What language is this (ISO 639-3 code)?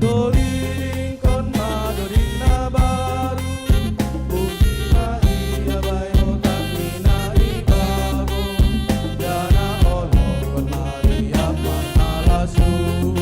bts